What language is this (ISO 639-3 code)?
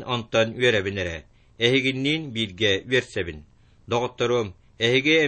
sah